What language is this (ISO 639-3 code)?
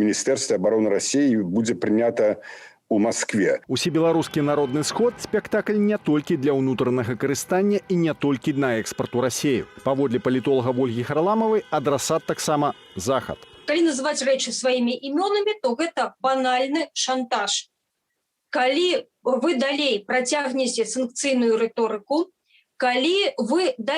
bel